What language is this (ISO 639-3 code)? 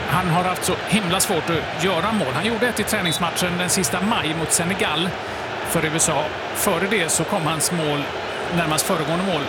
swe